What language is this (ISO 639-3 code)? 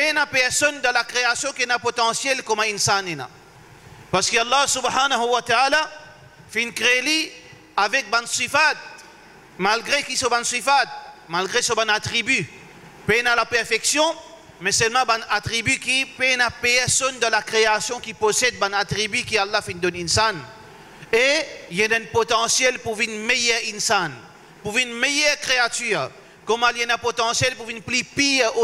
mfe